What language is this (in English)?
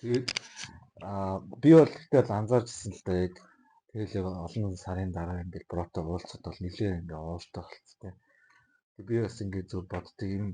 Mongolian